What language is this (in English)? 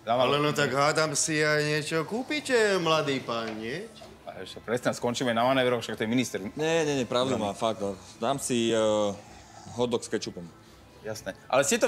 Slovak